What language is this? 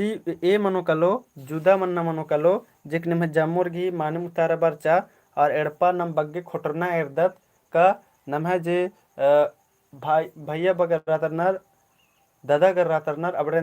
Kurukh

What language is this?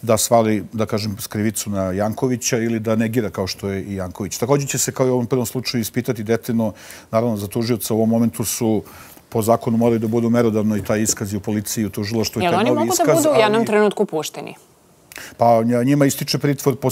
Serbian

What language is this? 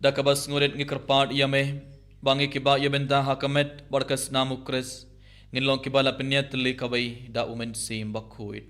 Khasi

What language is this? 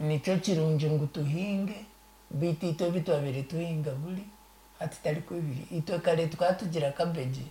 Nyankole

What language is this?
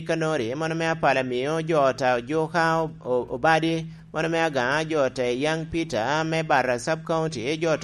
Lango (Uganda)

